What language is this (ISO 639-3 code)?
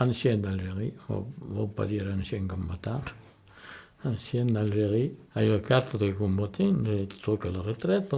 oci